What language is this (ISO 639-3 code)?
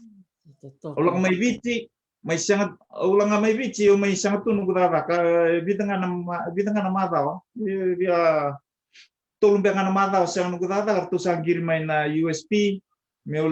fij